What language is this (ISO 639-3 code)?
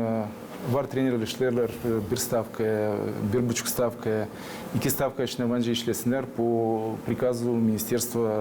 gag